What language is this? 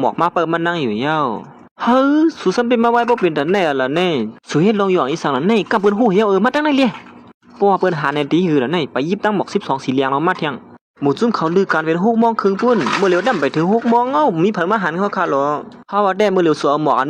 Shan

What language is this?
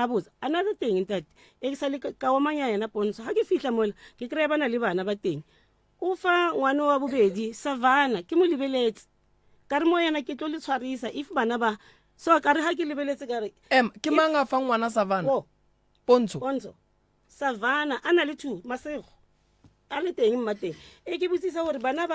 Northern Sotho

